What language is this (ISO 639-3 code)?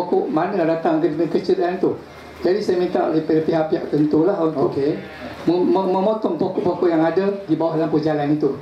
msa